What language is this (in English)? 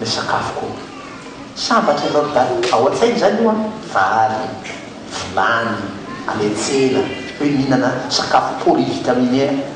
Malagasy